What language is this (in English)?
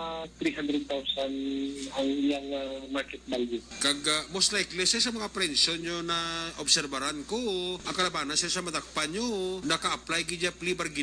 Hiligaynon